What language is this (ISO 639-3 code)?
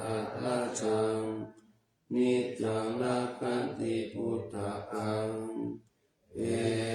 pli